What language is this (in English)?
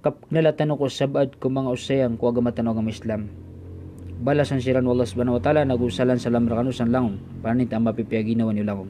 Maranao